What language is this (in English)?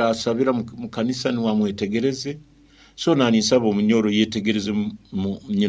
Nyoro